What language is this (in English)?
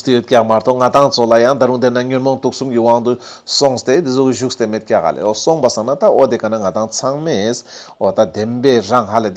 Ladakhi